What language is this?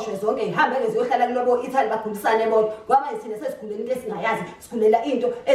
Zulu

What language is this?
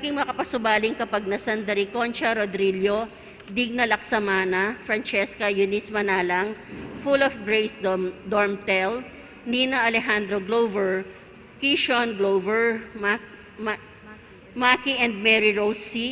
Pampanga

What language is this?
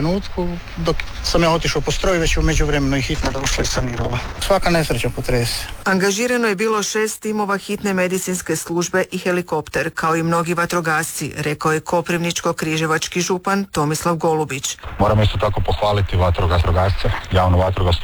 Croatian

